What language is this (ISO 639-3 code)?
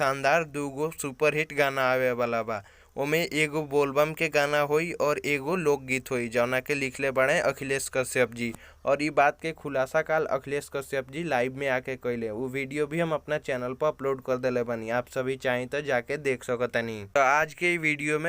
bho